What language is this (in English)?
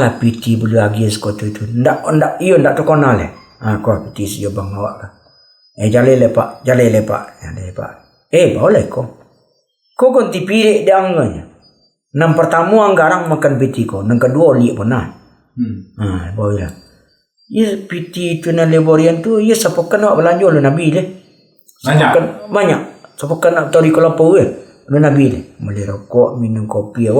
Minangkabau